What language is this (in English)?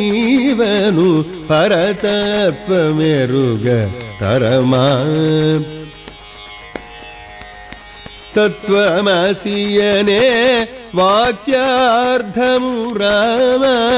Telugu